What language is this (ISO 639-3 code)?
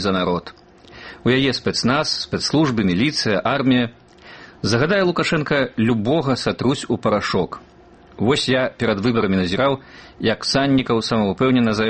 bel